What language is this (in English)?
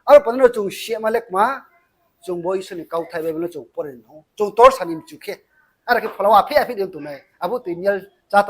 Riang (India)